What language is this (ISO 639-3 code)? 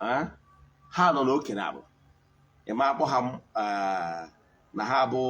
ibo